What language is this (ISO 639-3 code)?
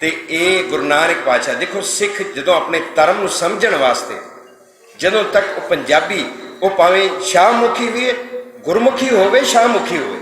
lah